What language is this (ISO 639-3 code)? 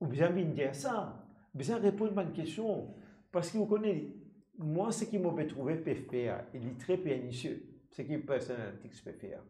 mfe